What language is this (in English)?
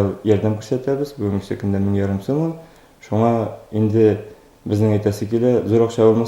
Tatar